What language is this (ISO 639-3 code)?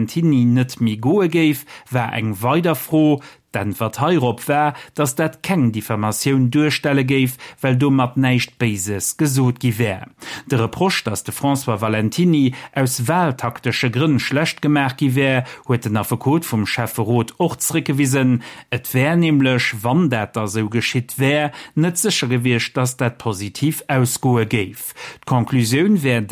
ltz